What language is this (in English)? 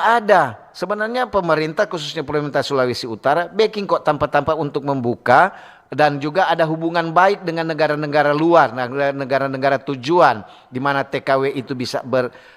Manado Malay